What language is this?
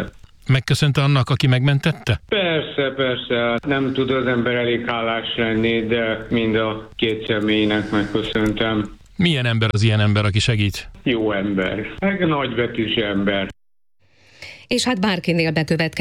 Hungarian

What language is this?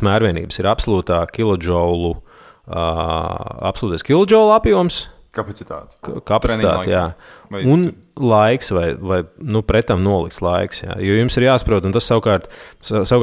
Latvian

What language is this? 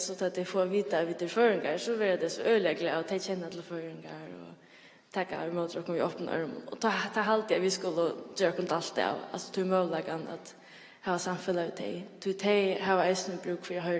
Faroese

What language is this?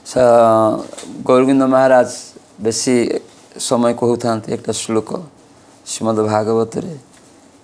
Odia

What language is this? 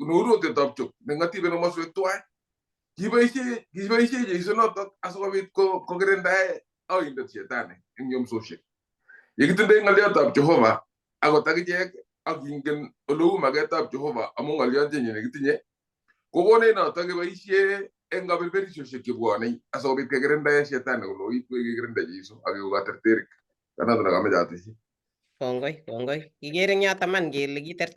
Kalenjin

